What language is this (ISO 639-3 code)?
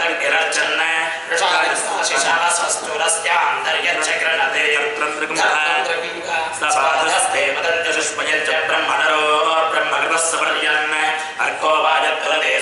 san